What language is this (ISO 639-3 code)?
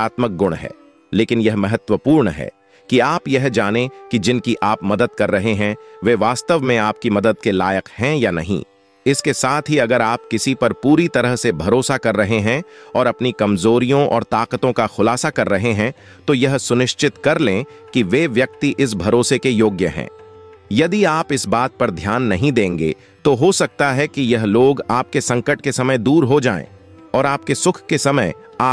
hin